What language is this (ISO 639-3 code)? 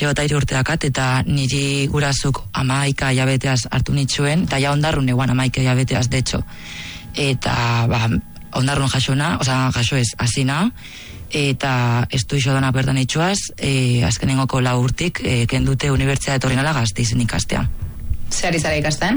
eus